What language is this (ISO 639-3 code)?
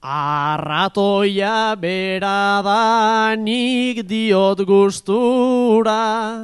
eus